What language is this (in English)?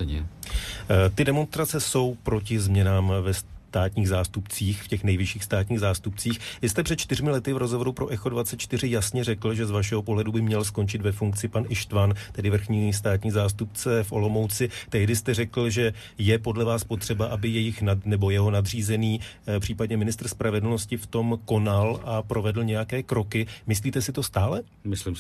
Czech